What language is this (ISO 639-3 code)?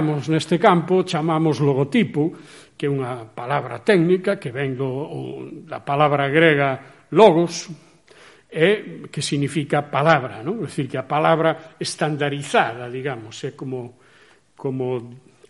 glg